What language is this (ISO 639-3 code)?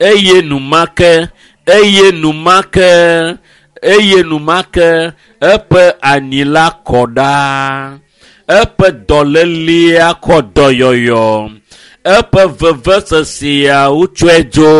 ewe